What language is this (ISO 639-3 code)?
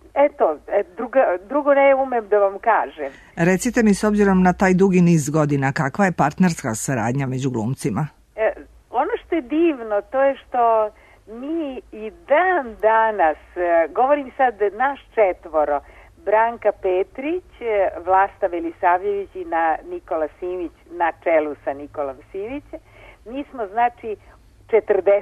srp